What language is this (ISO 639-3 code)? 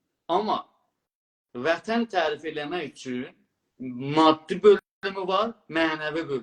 azb